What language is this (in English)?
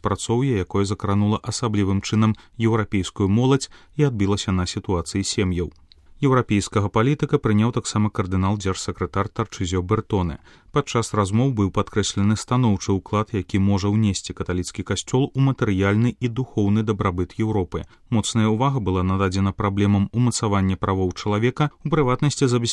Belarusian